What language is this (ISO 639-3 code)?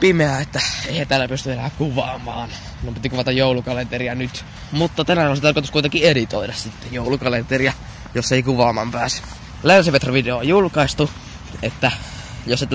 fin